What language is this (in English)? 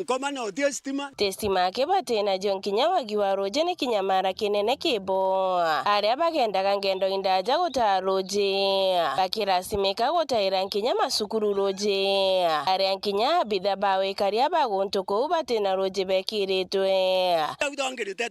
Meru